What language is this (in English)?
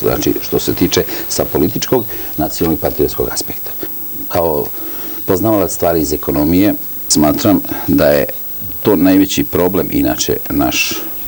Serbian